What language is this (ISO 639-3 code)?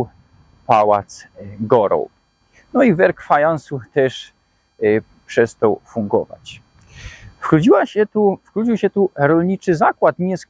szl